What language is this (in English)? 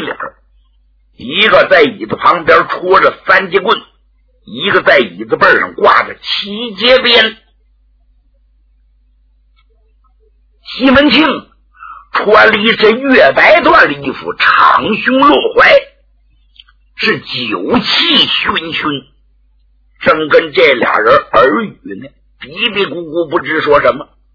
Chinese